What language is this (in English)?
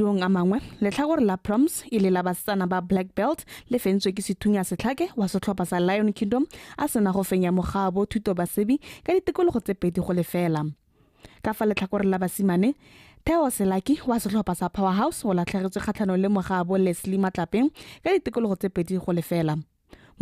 Tswana